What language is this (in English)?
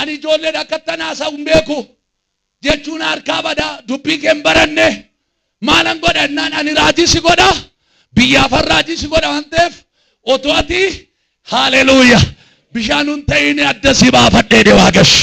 Oromo